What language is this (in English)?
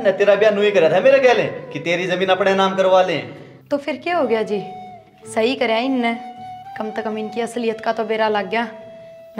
Haryanvi